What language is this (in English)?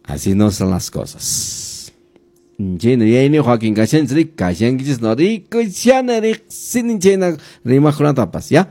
Quechua